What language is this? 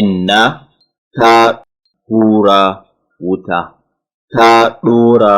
Hausa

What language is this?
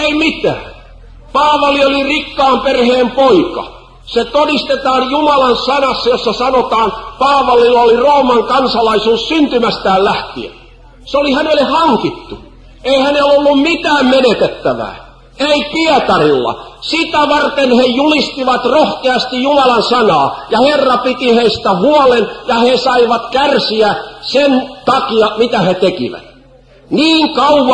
Finnish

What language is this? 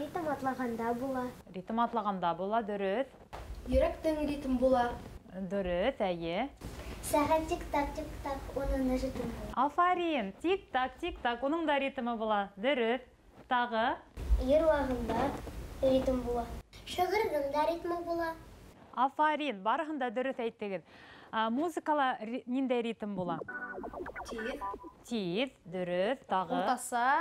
Bashkir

